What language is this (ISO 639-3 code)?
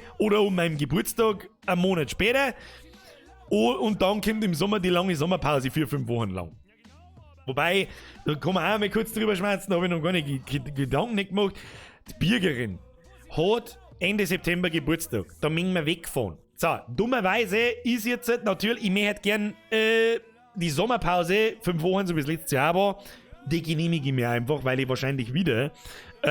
bar